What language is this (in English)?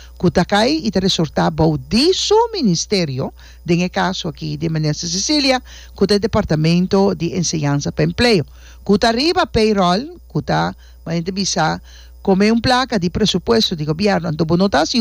Papiamento